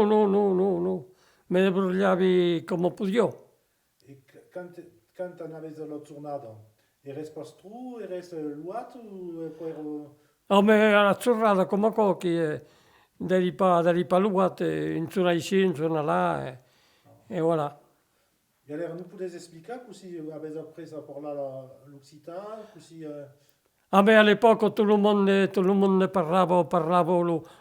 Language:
Occitan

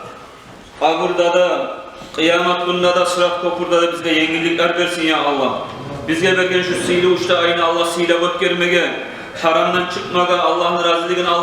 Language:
Kumyk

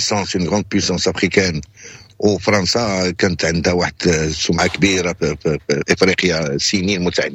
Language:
Moroccan Arabic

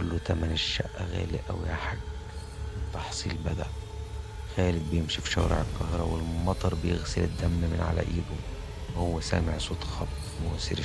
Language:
Egyptian Arabic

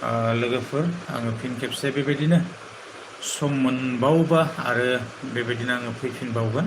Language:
Bodo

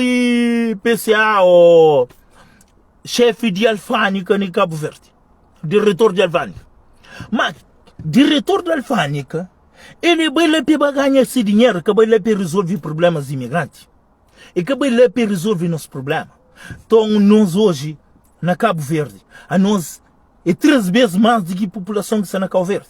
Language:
Kabuverdianu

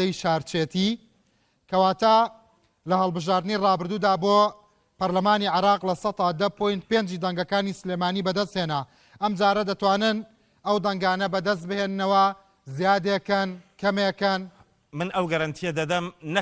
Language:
Central Kurdish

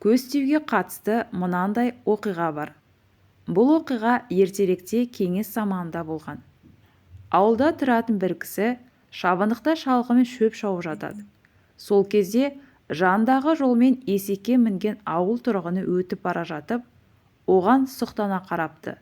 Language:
Kazakh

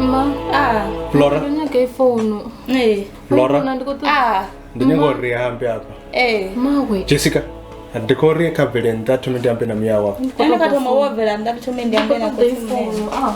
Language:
Venda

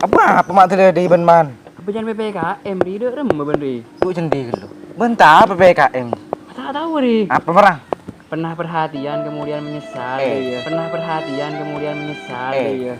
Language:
Madurese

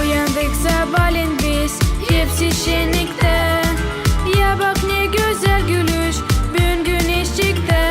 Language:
Gagauz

